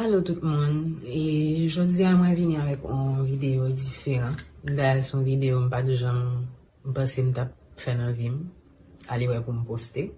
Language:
Haitian Creole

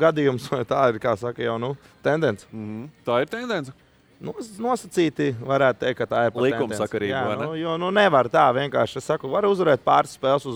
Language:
Latvian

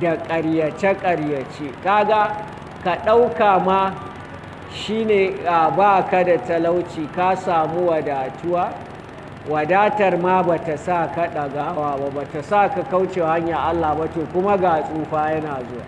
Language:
Hausa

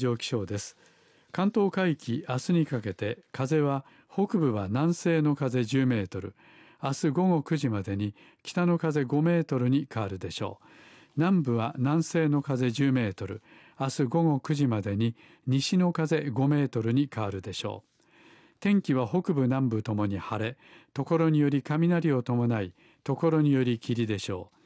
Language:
Japanese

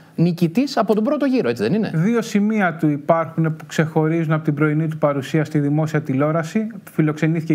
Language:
Greek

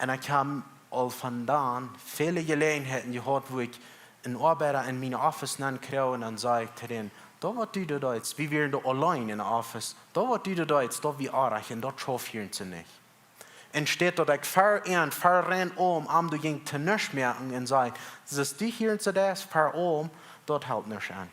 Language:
Plautdietsch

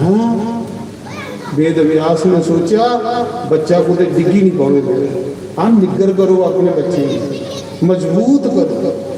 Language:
Dogri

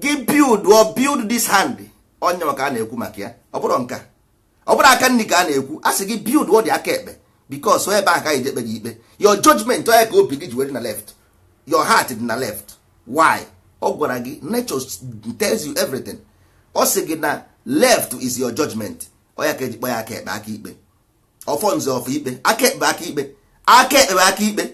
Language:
Igbo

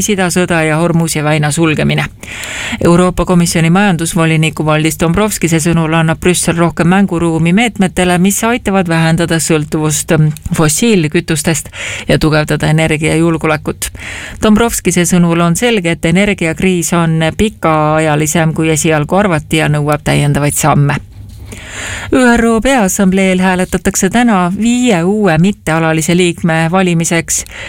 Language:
Estonian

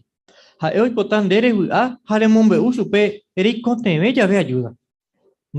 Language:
Guarani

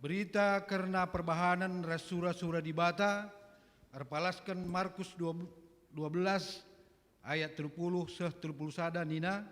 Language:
Batak Karo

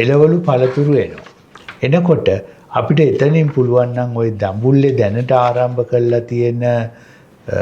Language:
Sinhala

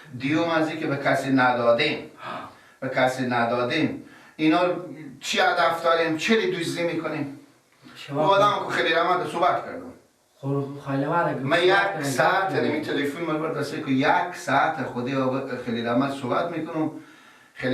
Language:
Persian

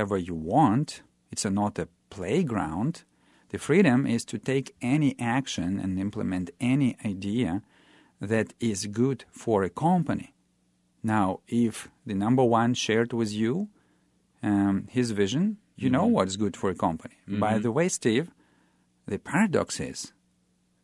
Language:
English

